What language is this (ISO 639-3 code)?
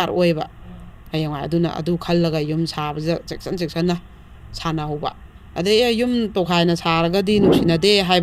mni